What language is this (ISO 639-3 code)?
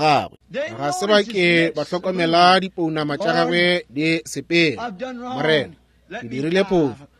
nso